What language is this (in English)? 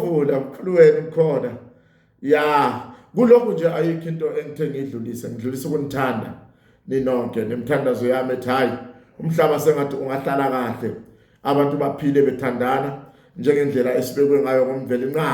Zulu